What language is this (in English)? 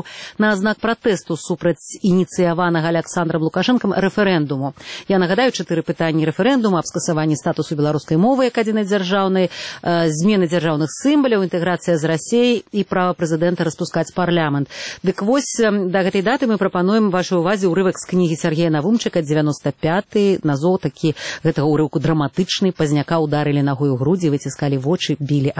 Belarusian